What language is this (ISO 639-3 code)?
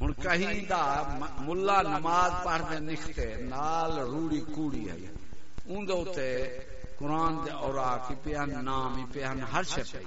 skr